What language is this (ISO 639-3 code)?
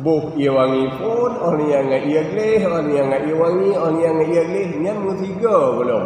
ace